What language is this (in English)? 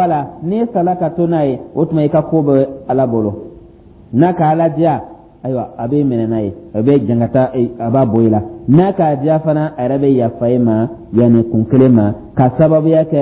Dyula